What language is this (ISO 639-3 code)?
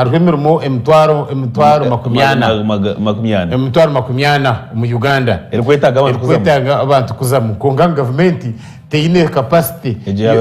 nyn